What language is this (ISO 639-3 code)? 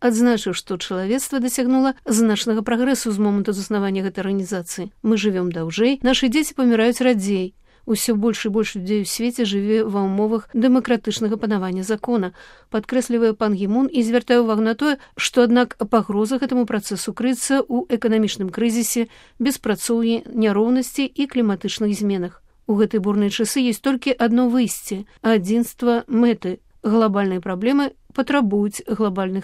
bel